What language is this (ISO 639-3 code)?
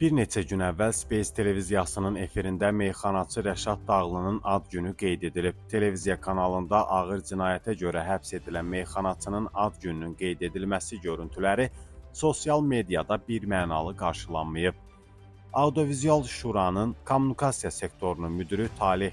aze